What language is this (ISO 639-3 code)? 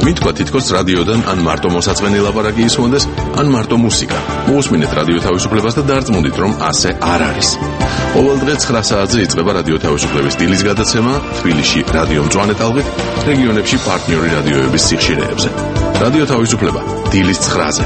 kat